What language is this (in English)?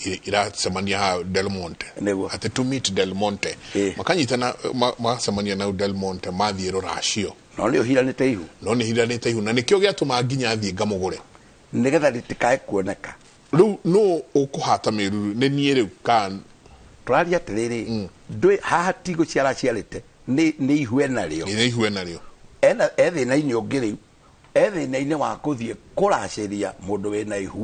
Kikuyu